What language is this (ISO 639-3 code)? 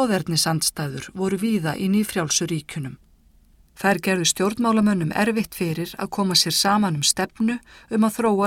isl